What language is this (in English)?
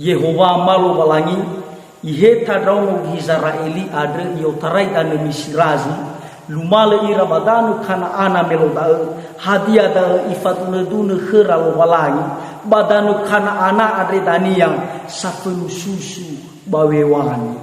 Nias